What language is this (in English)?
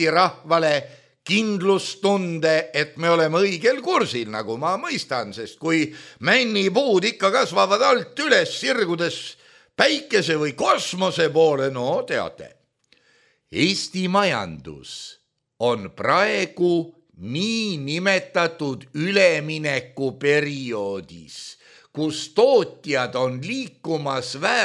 Estonian